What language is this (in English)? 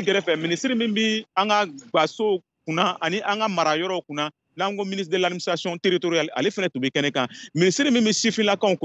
Bambara